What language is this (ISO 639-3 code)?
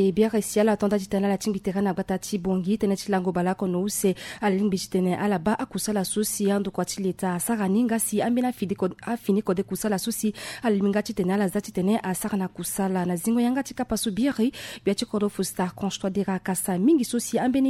sag